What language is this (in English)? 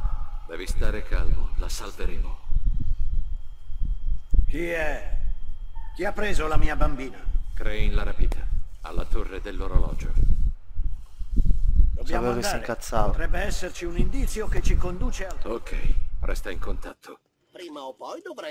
Italian